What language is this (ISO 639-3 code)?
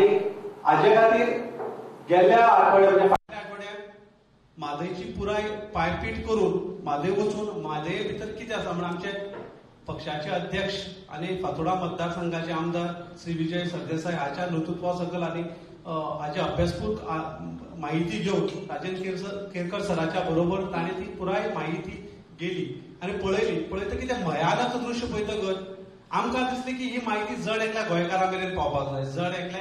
kok